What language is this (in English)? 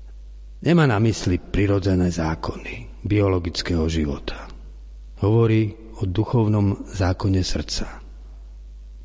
Slovak